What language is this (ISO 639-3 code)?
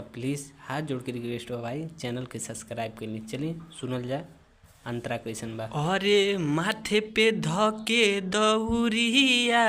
bho